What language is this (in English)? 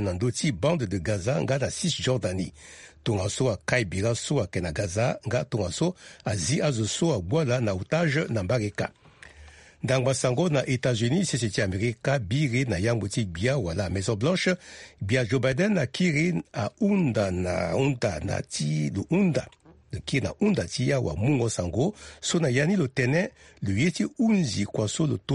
Sango